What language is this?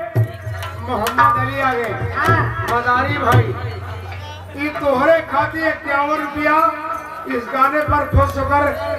Bhojpuri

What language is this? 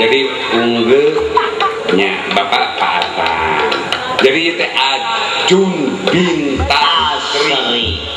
Sundanese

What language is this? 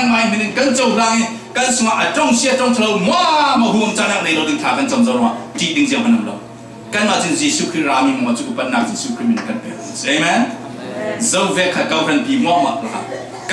Falam Chin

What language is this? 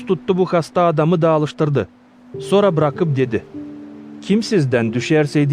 Gagauz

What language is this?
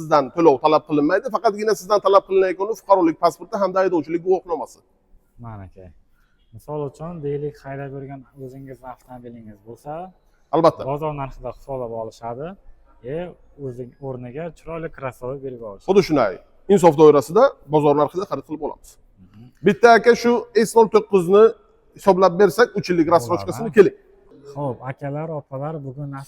Uzbek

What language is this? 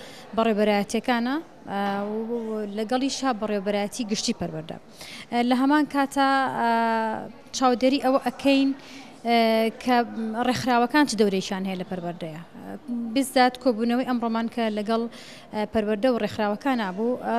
Central Kurdish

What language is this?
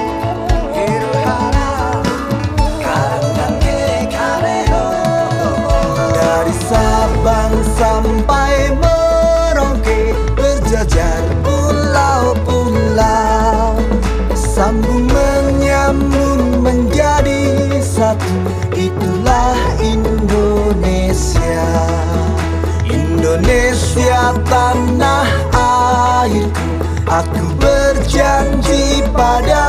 Indonesian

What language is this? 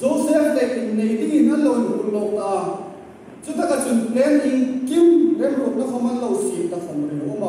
Hmar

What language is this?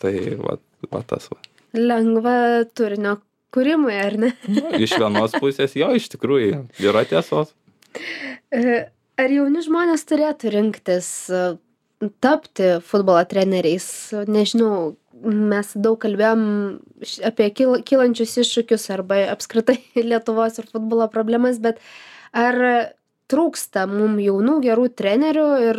Lithuanian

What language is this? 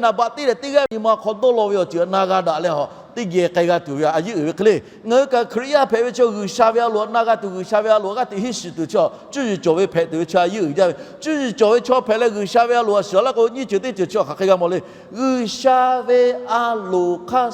Lahu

